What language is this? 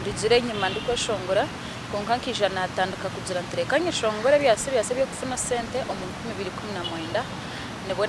Nyankole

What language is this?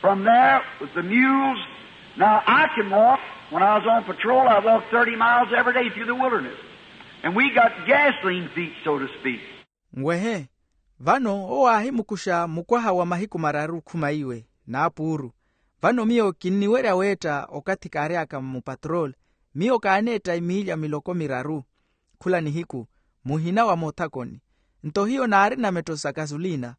Makhuwa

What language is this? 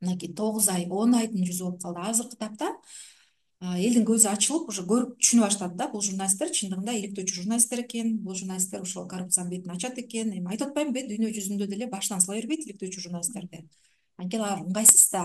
Kyrgyz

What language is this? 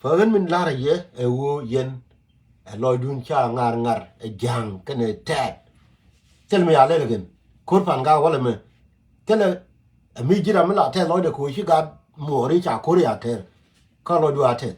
Nuer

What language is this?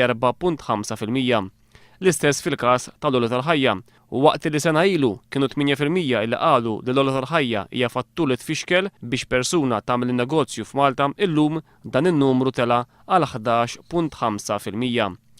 Maltese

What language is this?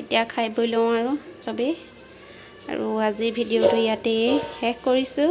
Assamese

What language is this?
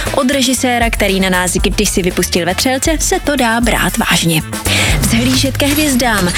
Czech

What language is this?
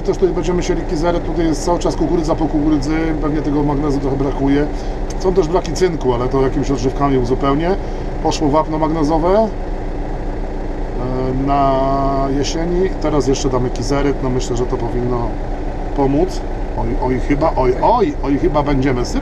Polish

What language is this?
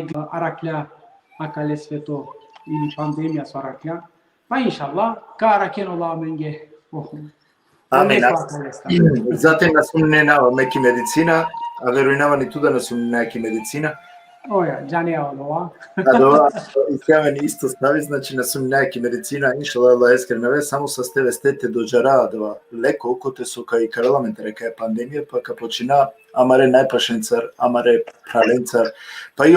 Balkan Romani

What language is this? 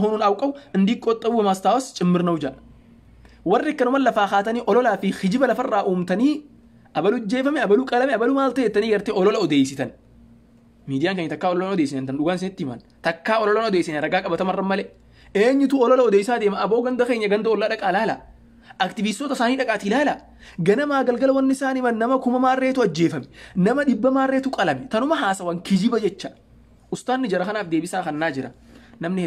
Oromo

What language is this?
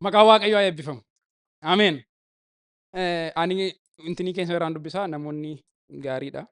Oromo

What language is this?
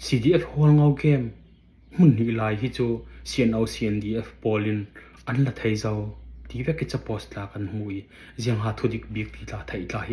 Falam Chin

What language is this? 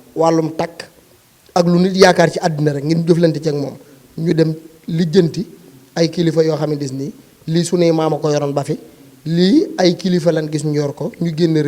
Wolof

